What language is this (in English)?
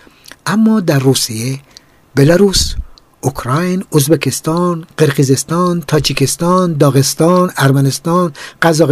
Persian